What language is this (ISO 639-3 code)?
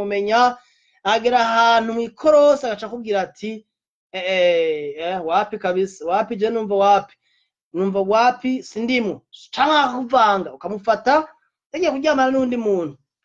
run